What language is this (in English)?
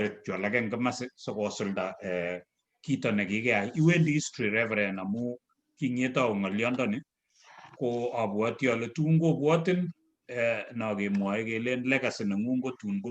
Kalenjin